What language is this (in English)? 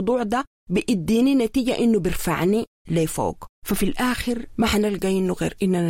Sudanese Arabic